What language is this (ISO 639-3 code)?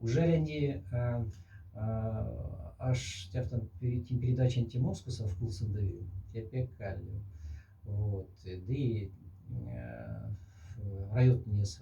mdf